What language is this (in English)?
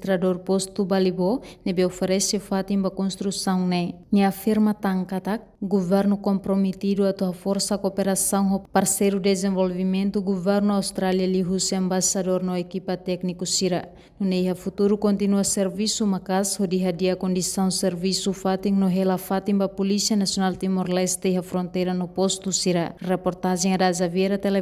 Tetum